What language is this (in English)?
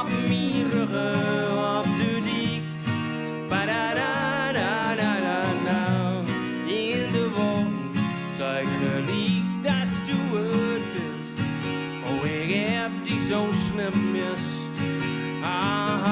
Gronings